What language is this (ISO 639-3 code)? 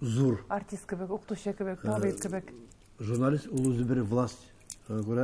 tat